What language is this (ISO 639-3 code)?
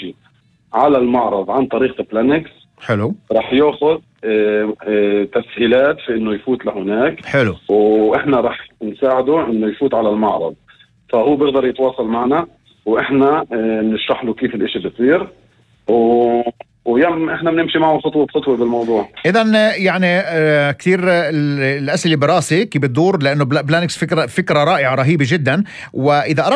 apc